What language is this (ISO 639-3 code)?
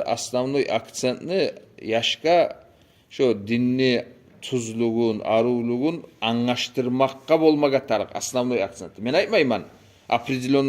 kum